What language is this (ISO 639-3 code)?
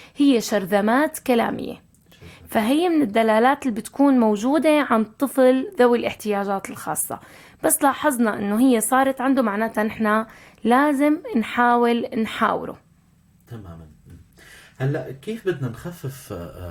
apc